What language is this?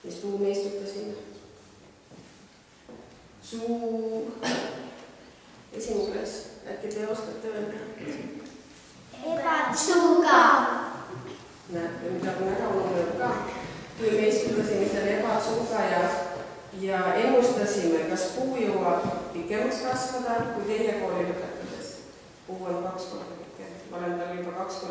Estonian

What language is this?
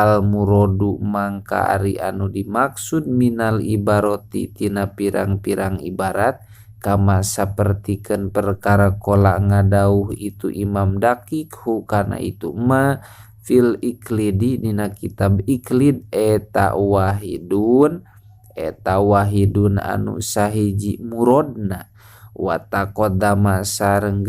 Sundanese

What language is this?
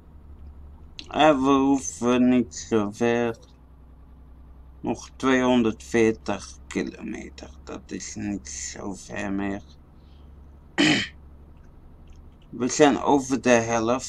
Dutch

